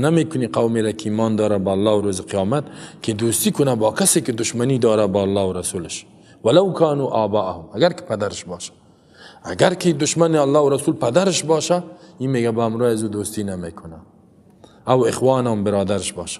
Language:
Persian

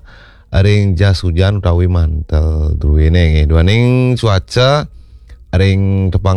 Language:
Balinese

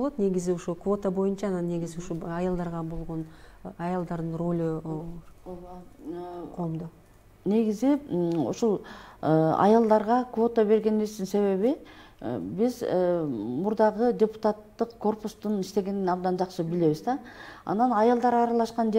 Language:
Kyrgyz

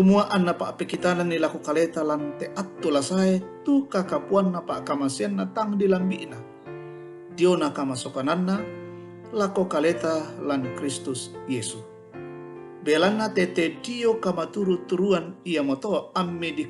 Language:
Toraja-Sa'dan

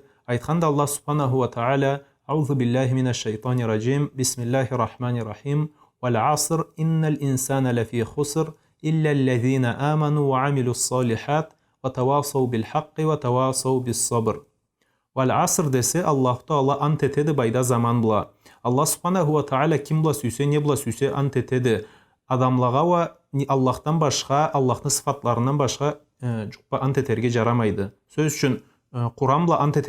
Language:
Karachay-Balkar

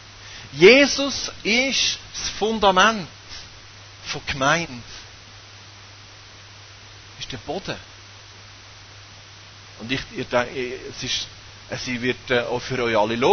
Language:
German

